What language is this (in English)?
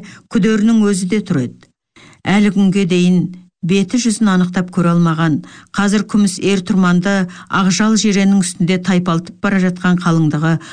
Kazakh